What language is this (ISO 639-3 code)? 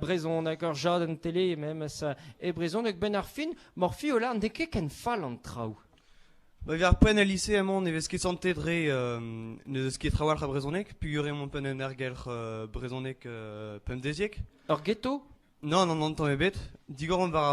bre